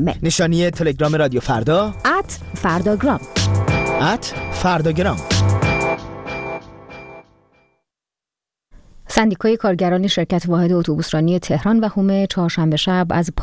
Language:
Persian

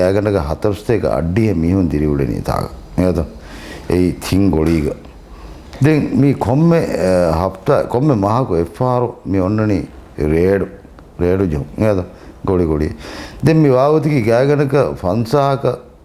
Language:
Divehi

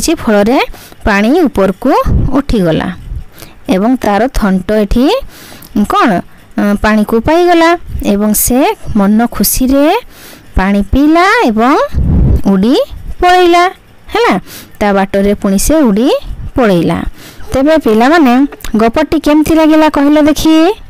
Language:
Odia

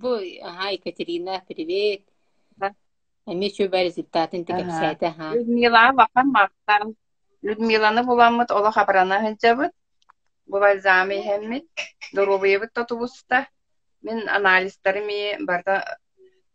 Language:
Yakut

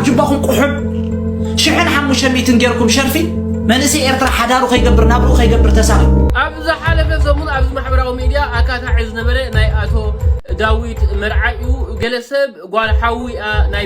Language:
Tigrinya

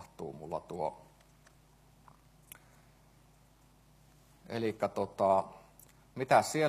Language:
Finnish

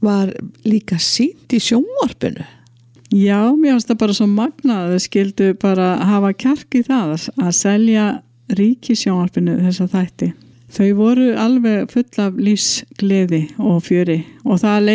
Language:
Icelandic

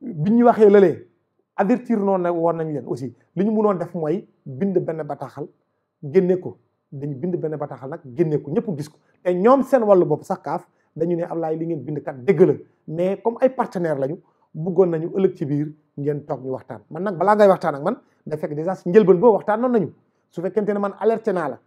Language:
Wolof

